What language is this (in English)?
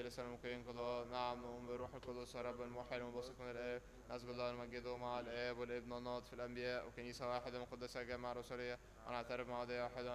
Egyptian Arabic